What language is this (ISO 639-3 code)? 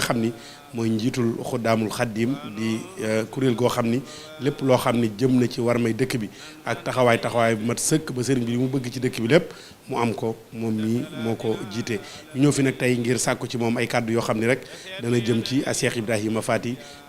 wol